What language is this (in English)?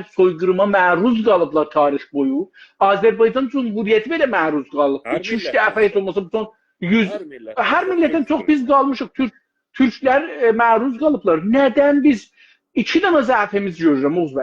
South Azerbaijani